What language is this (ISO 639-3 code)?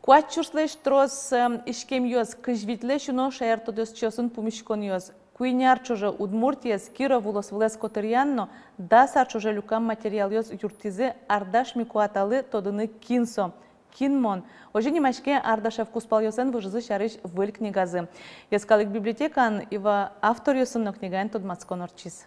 udm